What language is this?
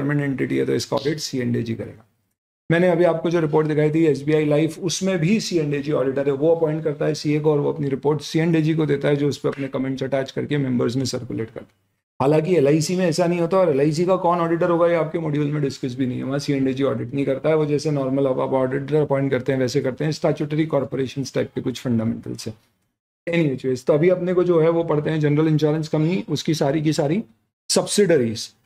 Hindi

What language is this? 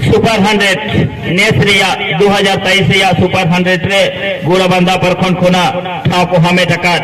Santali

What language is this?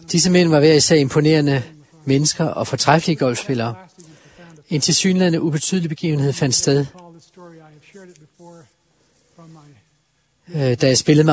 Danish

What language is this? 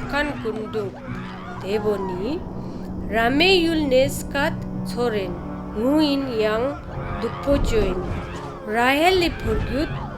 Ladakhi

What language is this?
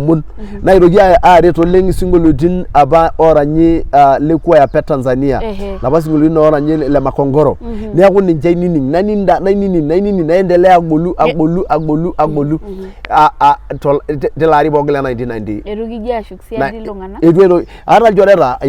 Masai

